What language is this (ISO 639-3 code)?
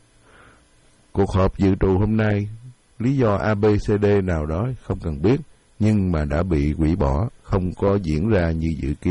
vie